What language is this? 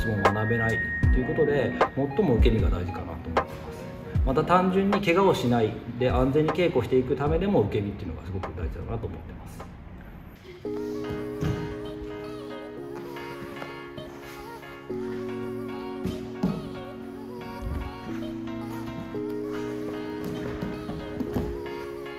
Japanese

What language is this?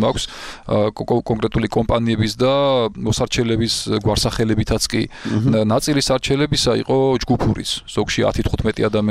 Georgian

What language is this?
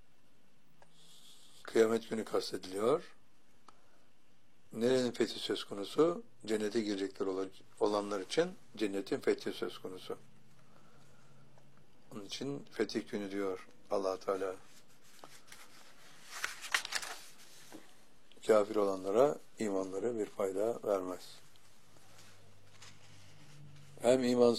Turkish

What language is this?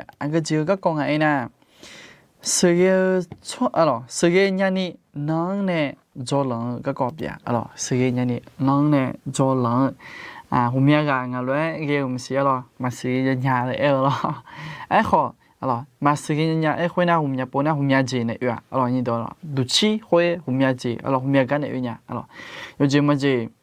Akha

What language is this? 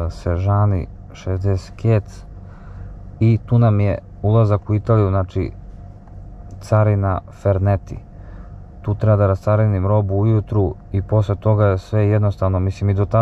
Serbian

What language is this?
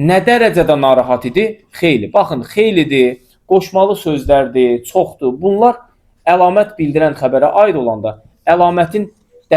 Azerbaijani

